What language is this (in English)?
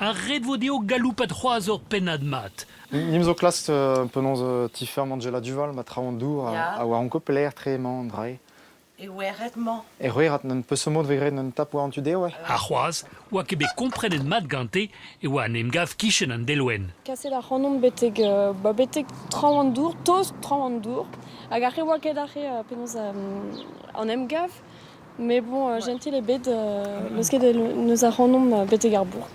Breton